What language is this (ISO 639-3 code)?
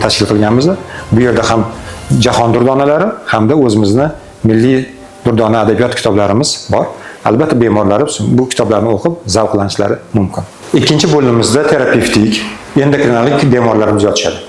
uzb